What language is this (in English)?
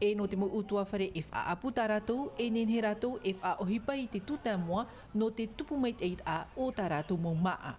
Tahitian